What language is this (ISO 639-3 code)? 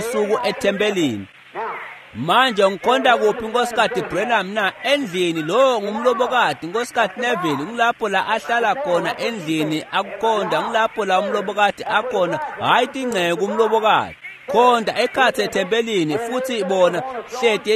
ssw